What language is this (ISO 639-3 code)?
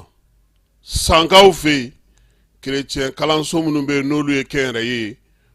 bam